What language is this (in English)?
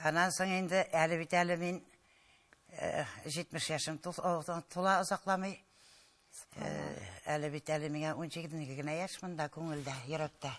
Tatar